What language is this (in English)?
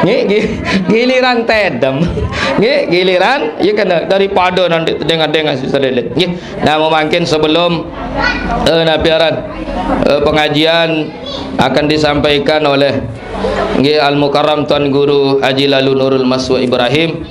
Sasak